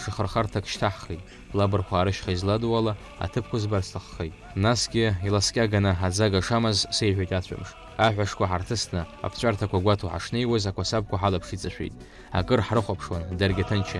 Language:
Abkhazian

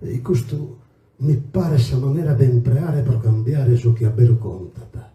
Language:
Sardinian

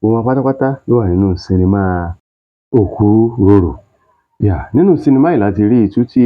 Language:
Yoruba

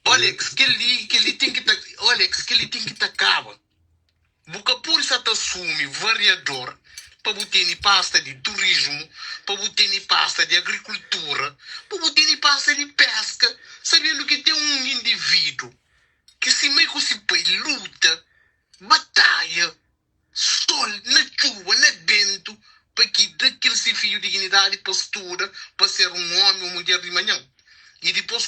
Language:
Kabuverdianu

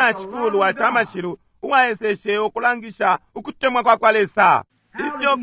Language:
Bemba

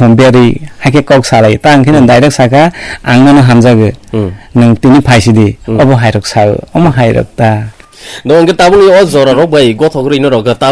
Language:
Kok Borok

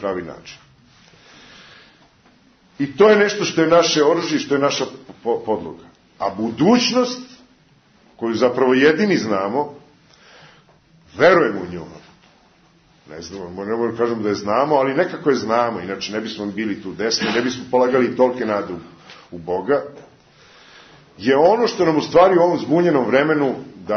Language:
Serbian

